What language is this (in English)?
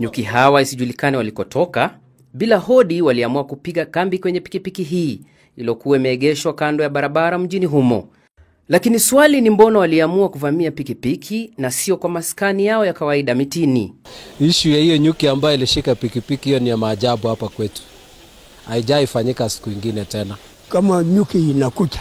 Swahili